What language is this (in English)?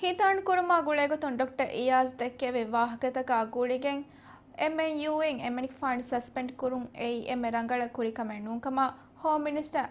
Divehi